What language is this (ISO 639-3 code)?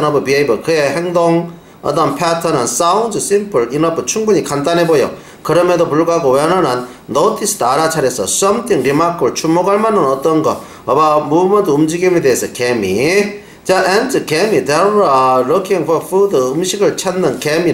kor